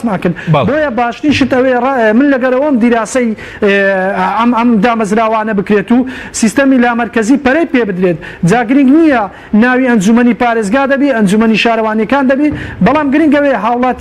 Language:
Central Kurdish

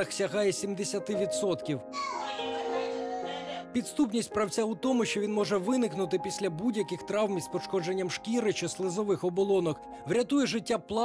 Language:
Ukrainian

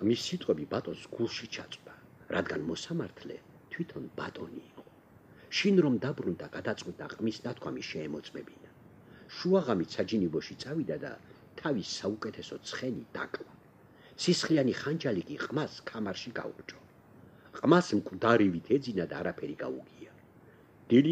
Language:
Georgian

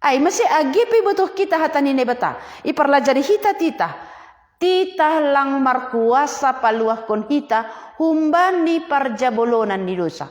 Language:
Batak Simalungun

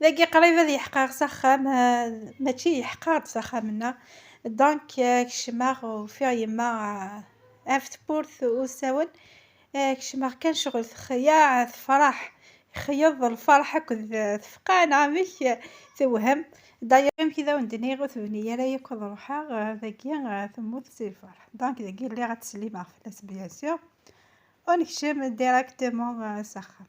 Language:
Kabyle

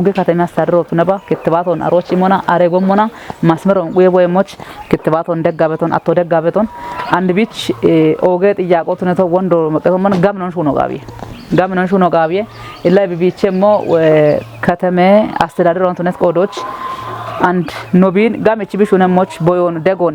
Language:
Kafa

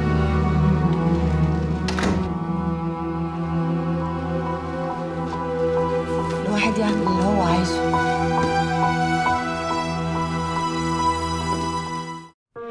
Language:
Egyptian Arabic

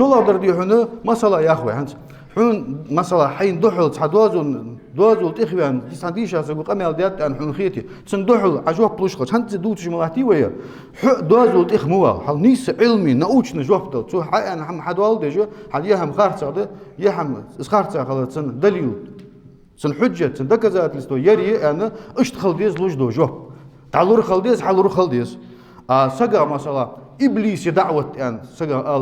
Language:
Ingush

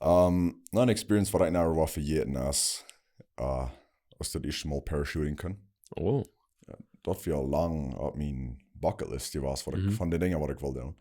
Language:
Plautdietsch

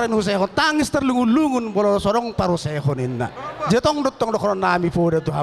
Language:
Batak Toba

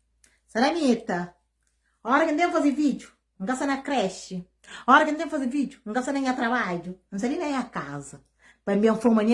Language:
Kabuverdianu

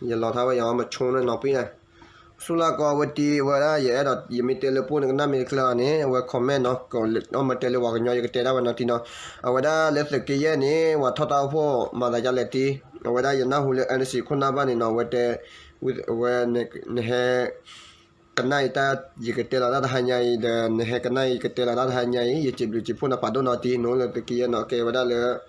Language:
S'gaw Karen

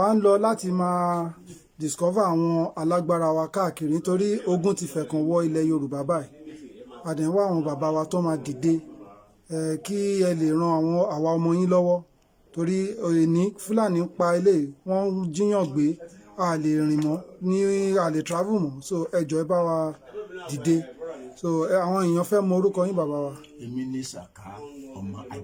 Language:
Yoruba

